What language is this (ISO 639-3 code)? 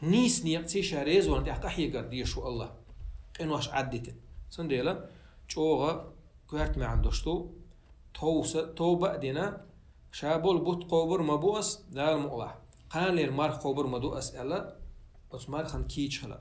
che